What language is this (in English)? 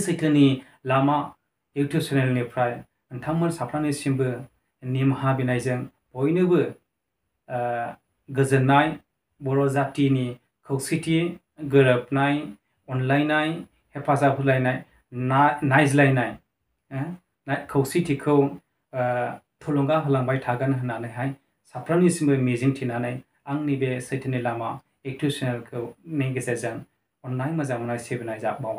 Bodo